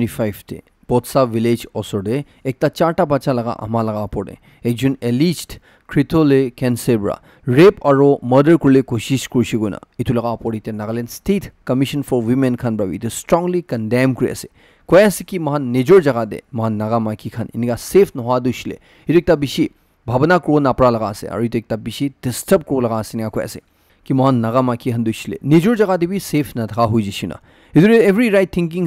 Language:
Naga Pidgin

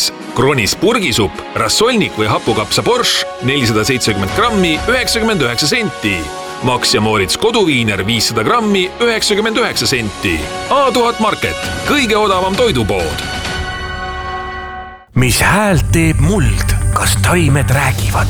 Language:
Estonian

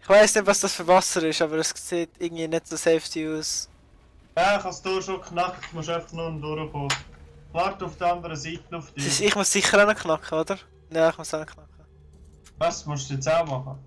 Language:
Swiss German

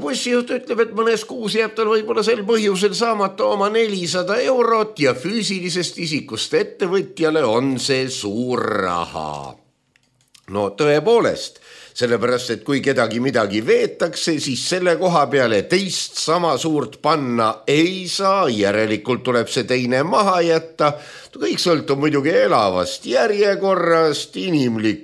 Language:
Estonian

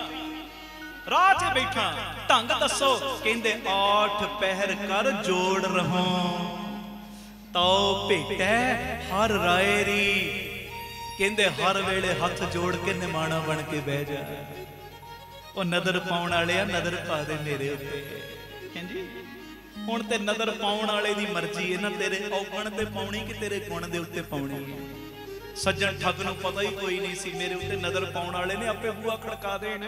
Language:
Punjabi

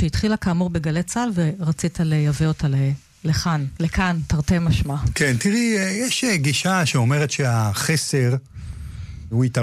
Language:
Hebrew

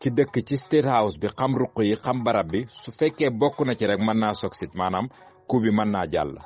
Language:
Wolof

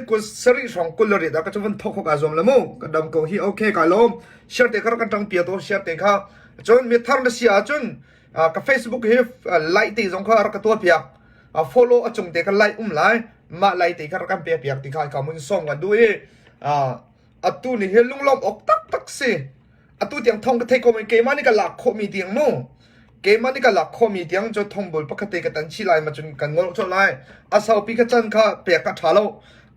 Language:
Hakha Chin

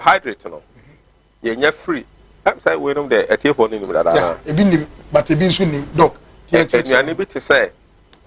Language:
Akan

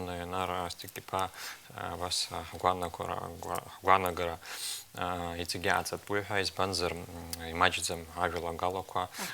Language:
Abkhazian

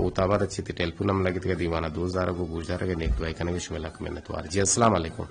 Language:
Eastern Balochi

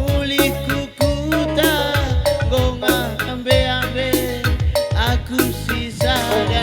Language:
Batak Karo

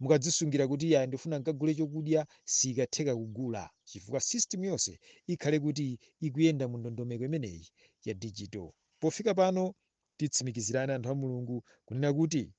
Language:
Nyanja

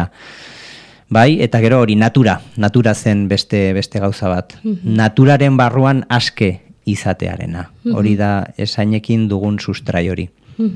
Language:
Basque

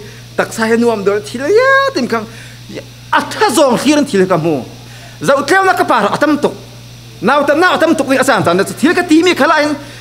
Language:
Falam Chin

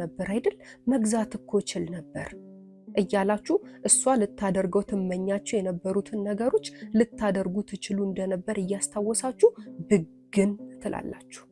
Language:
Amharic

